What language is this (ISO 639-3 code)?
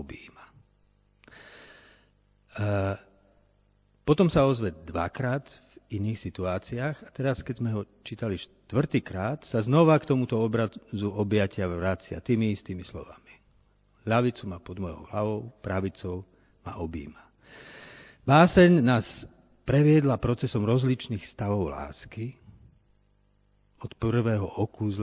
slk